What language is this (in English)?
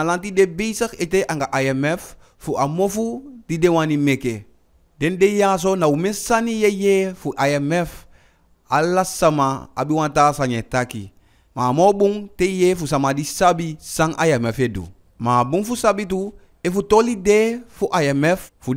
Eastern Maroon Creole